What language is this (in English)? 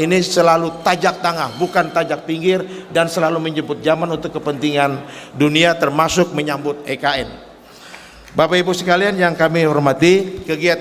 Banjar